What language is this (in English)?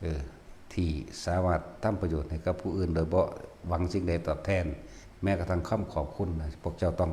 Northeastern Thai